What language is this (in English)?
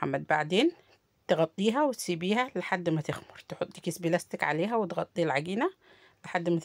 Egyptian Arabic